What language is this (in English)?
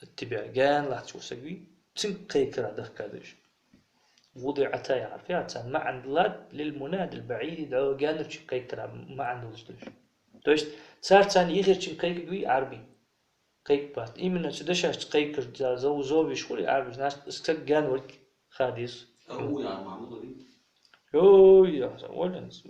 Ingush